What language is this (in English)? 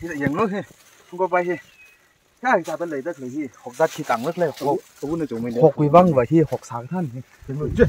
Tangkhul Naga (India)